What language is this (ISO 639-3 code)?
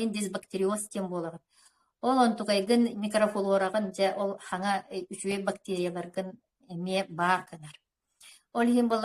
sah